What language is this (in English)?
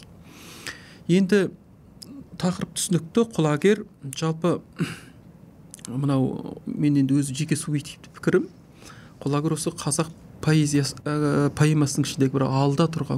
Kazakh